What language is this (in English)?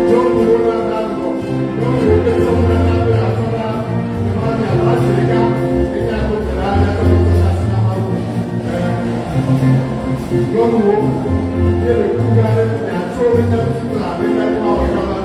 Ewe